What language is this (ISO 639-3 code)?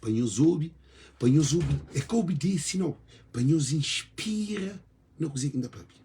kea